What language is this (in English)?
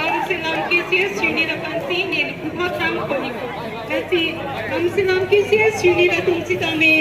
Karbi